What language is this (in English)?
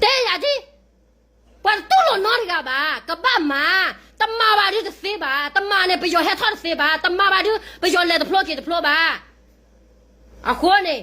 S'gaw Karen